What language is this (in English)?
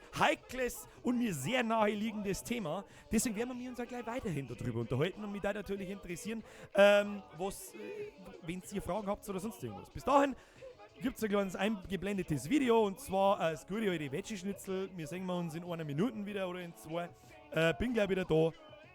Bavarian